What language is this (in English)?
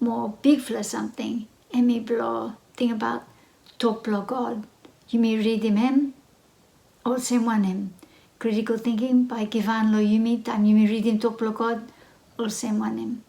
Bislama